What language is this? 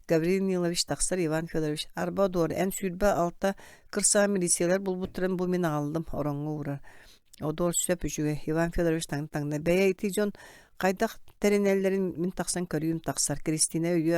Yakut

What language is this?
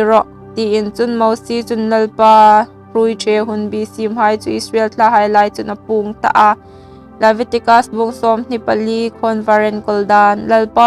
Hmar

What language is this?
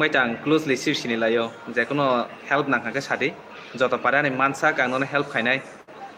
Kok Borok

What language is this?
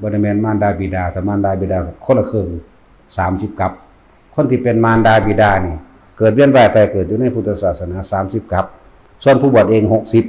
Northeastern Thai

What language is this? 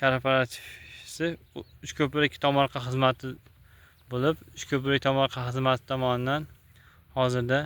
Uzbek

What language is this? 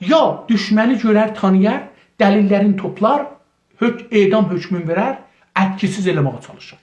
South Azerbaijani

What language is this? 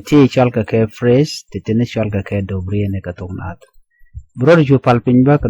Nuer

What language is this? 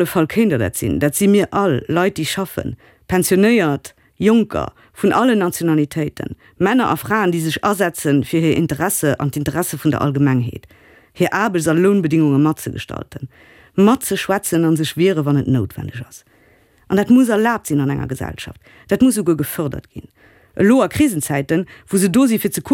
Luxembourgish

